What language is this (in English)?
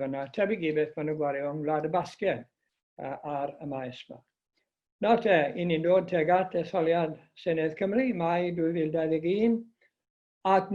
Welsh